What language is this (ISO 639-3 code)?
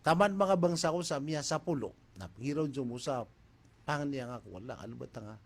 mrw